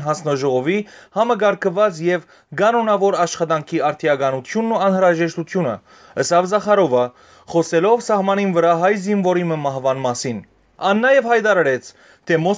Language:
Western Armenian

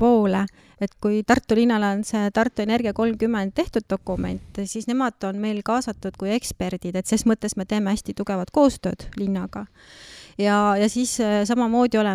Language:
Estonian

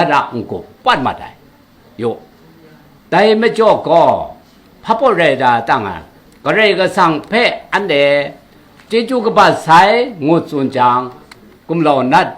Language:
Kachin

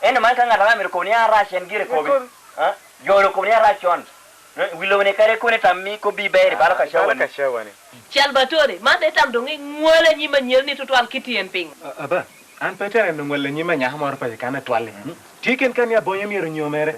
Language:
Lango (Uganda)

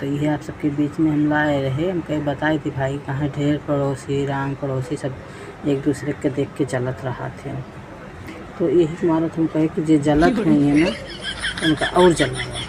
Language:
Awadhi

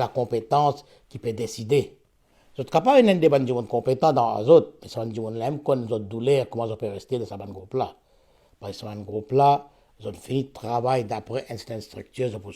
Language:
Morisyen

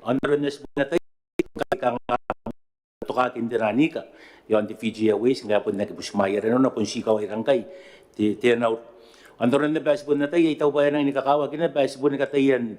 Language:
Gilbertese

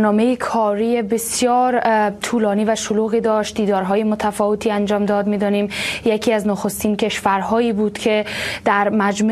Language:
Persian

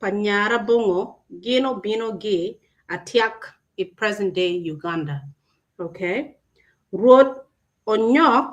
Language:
Acoli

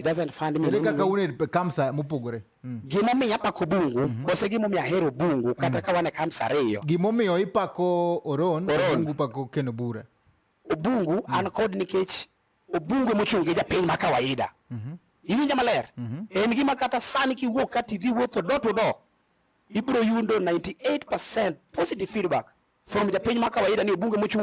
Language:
Luo (Kenya and Tanzania)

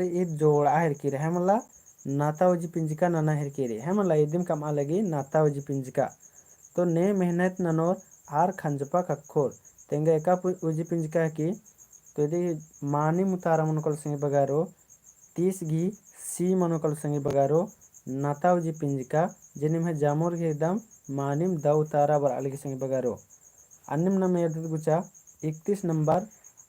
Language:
Kurukh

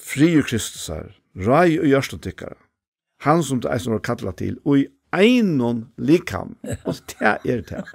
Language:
Faroese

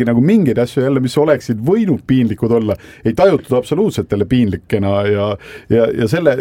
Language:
Estonian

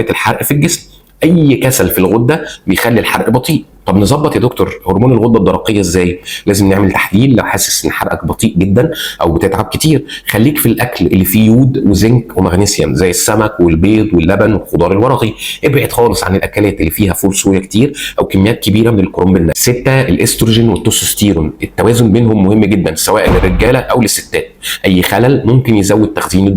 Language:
Egyptian Arabic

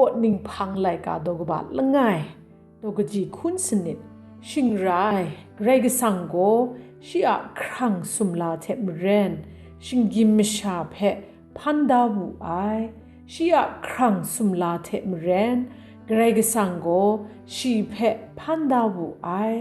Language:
Kachin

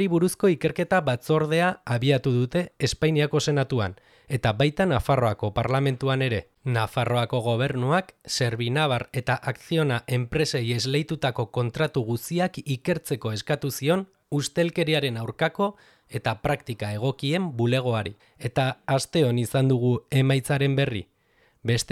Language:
Basque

